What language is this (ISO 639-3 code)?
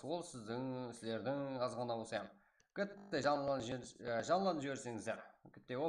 kaa